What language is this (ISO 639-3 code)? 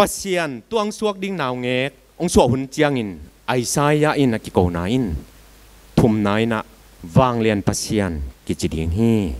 ctd